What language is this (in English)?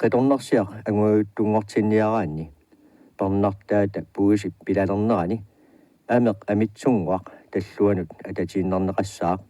Kalaallisut